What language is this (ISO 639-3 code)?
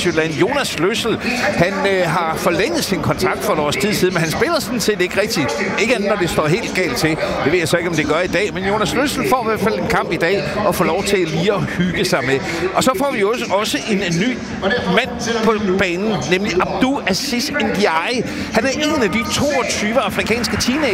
dan